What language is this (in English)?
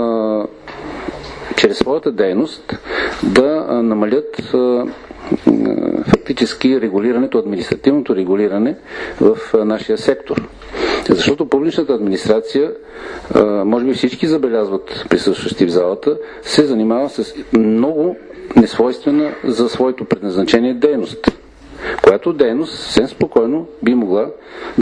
Bulgarian